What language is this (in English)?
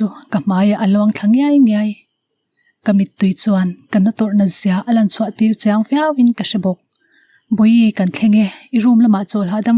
Mizo